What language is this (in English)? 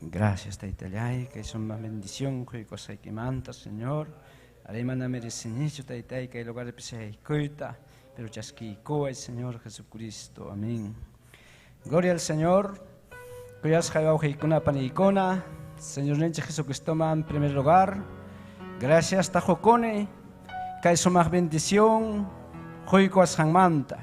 Ayacucho Quechua